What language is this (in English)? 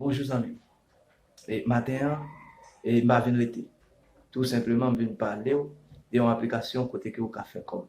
Haitian Creole